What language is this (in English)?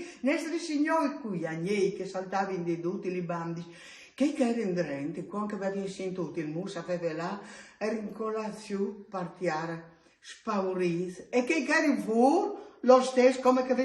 Friulian